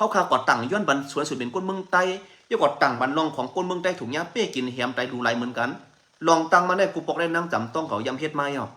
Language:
Shan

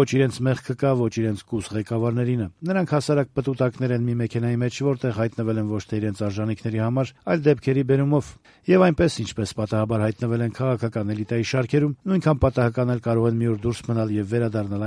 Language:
Armenian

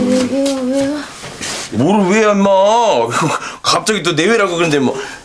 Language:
Korean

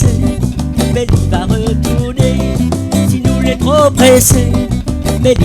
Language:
Réunion Creole French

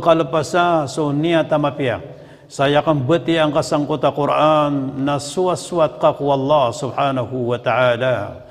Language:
Maranao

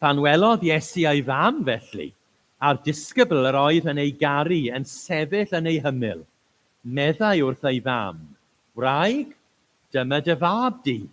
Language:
Welsh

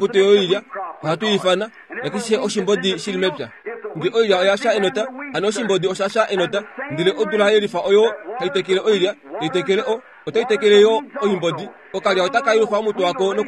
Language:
Kuanyama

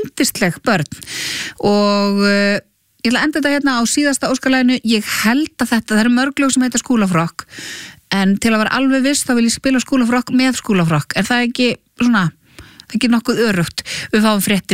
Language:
Icelandic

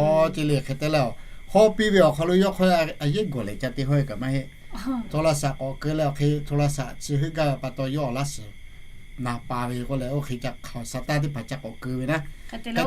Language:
Lahu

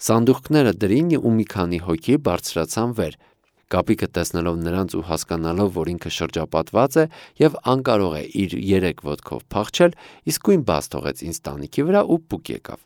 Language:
Armenian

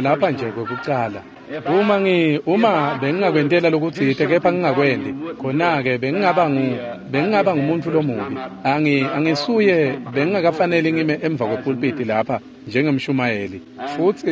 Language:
Swati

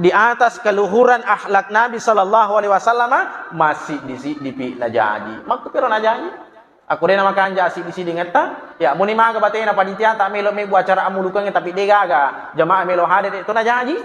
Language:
Buginese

